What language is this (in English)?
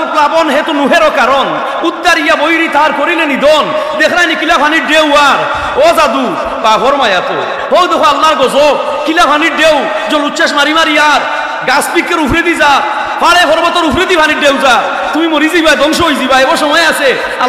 Sylheti